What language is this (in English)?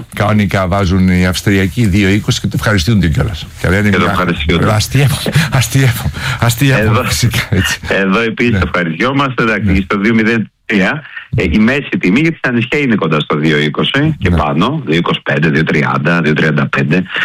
Greek